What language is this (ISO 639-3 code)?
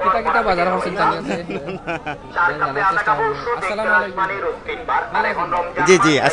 syl